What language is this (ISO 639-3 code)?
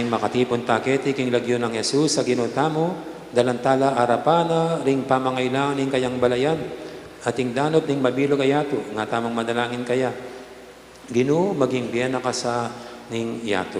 pam